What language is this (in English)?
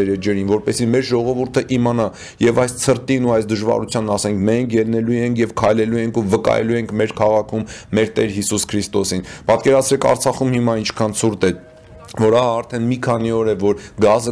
Armenian